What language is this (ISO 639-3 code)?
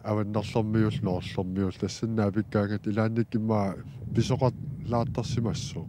kal